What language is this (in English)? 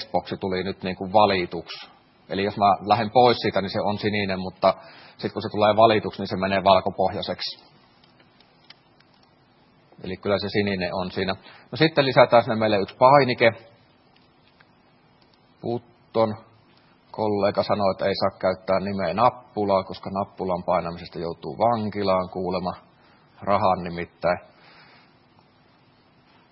Finnish